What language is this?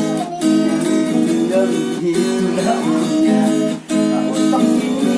Banjar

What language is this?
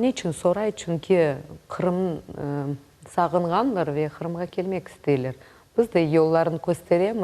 Crimean Tatar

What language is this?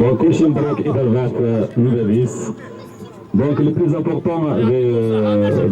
Kabyle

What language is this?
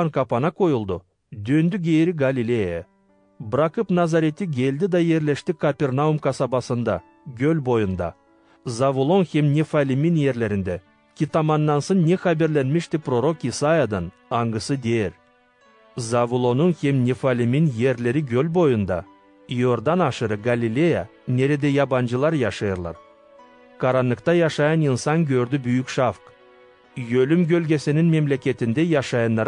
Gagauz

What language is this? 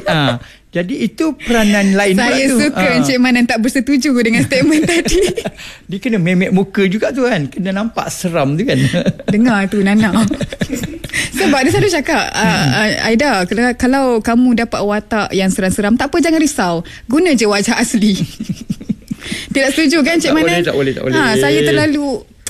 Malay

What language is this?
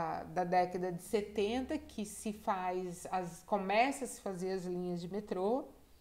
Portuguese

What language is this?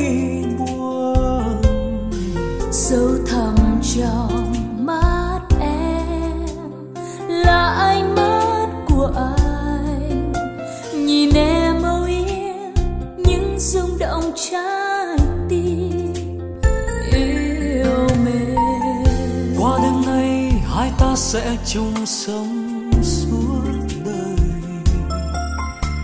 Vietnamese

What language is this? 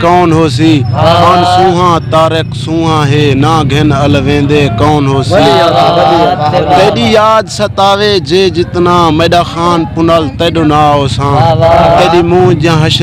Saraiki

